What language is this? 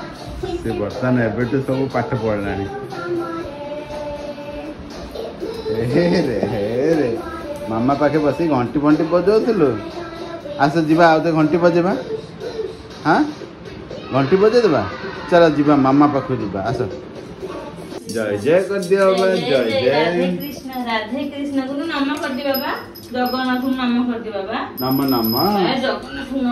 Odia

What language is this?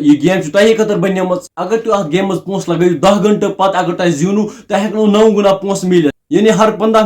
Kashmiri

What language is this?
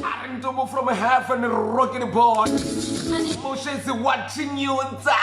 Venda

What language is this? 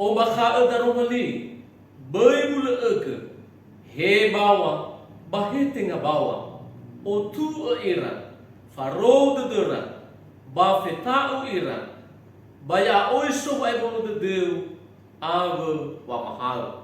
Nias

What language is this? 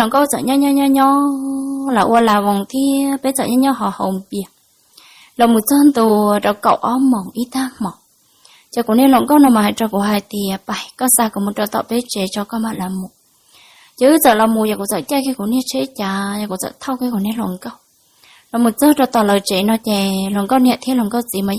Hmong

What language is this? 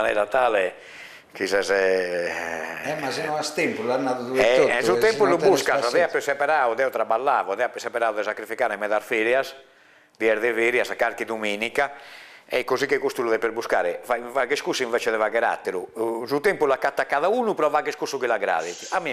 Sardinian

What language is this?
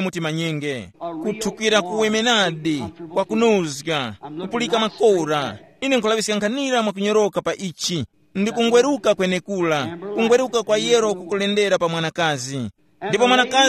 Tumbuka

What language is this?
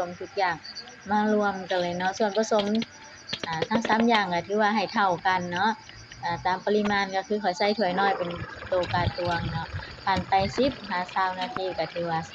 Lao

